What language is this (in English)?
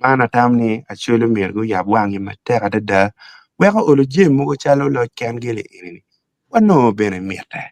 Acoli